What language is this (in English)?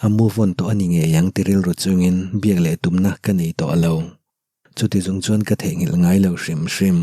Mizo